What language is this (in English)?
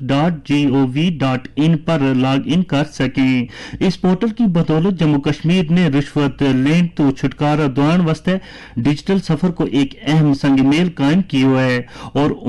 Gujari